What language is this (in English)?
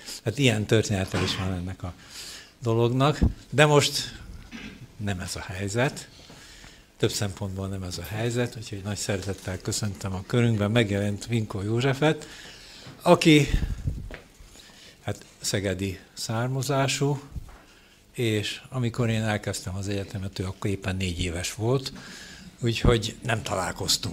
Hungarian